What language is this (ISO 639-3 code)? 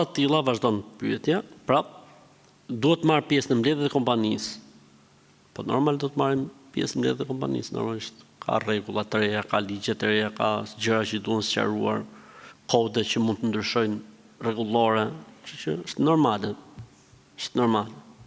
sqi